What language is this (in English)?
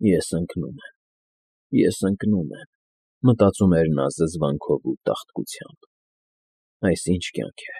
Armenian